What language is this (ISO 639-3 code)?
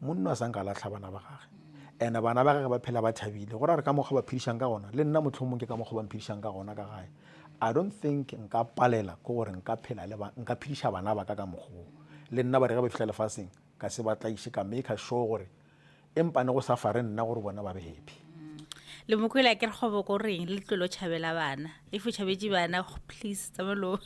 nso